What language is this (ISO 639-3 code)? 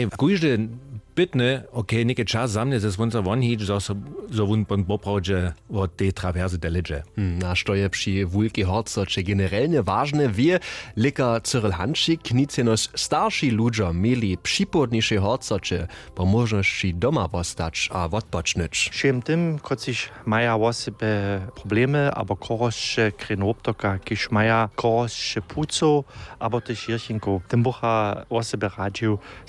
hsb